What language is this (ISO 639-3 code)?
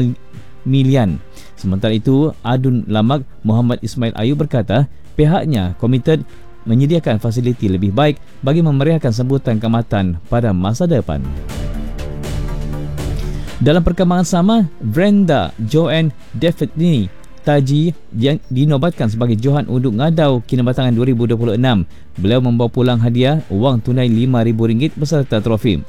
msa